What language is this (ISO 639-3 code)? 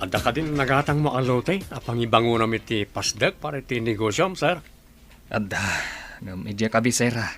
ilo